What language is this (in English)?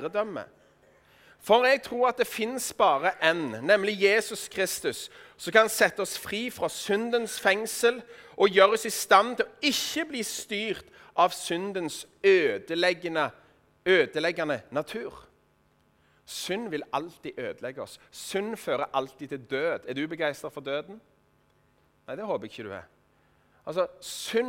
Norwegian